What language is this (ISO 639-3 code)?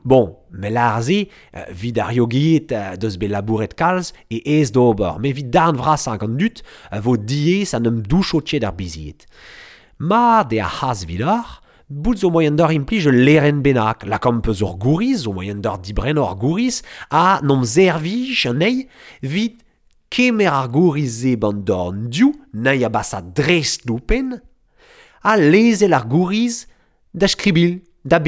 bre